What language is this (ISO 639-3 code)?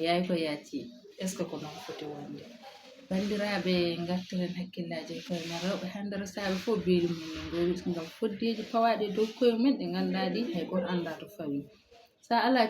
ful